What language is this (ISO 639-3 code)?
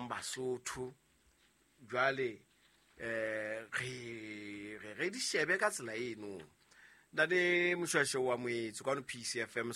sot